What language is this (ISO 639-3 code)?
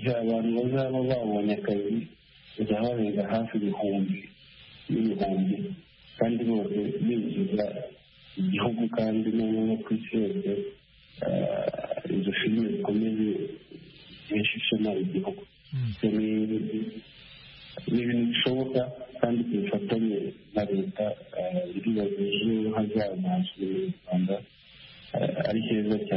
kin